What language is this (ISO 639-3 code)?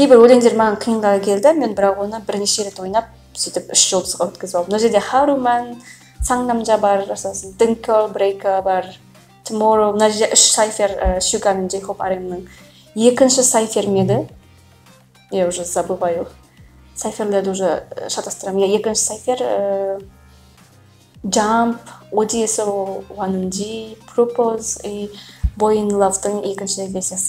kaz